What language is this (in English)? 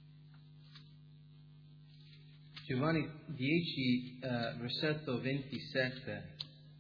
Italian